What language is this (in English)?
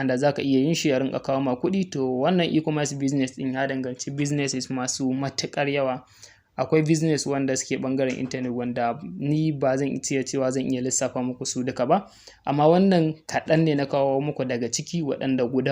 Hausa